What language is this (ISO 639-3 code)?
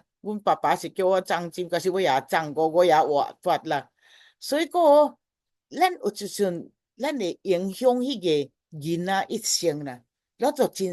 nan